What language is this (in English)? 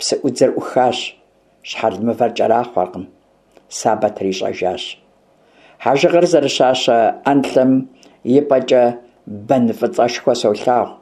Kabardian